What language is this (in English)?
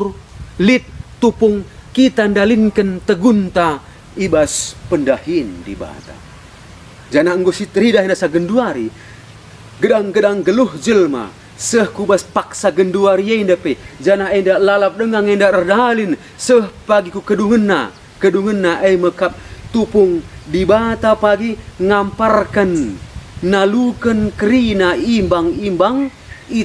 Batak Karo